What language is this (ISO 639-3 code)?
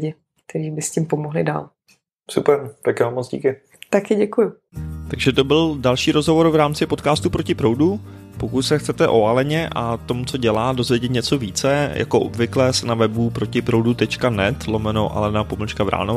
ces